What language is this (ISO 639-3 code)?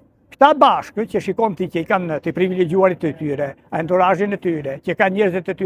sqi